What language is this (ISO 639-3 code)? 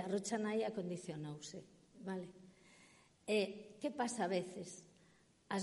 glg